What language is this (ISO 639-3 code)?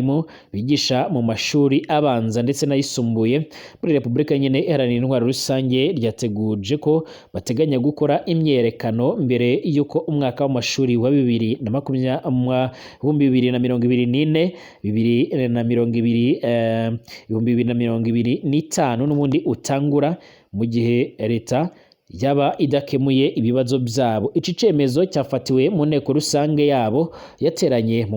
run